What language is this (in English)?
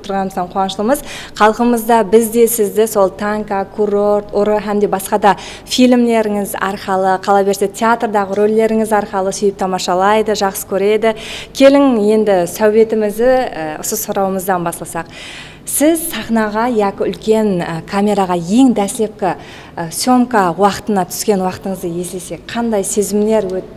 Kara-Kalpak